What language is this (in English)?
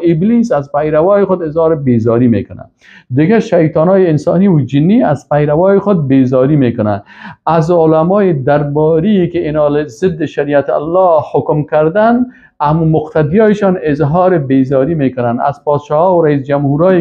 Persian